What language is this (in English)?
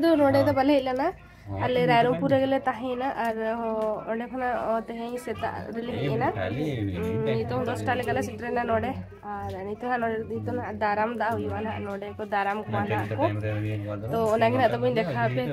Santali